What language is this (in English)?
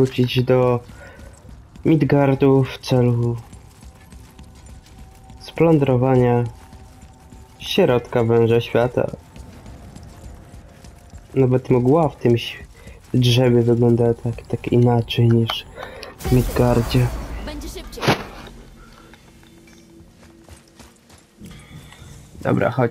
Polish